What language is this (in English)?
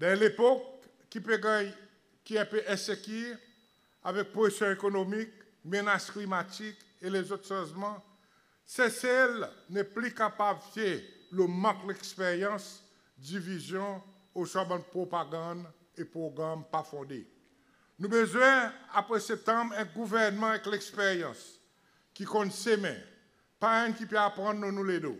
Seselwa Creole French